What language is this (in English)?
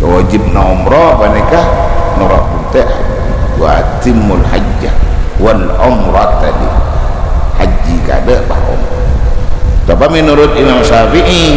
Madurese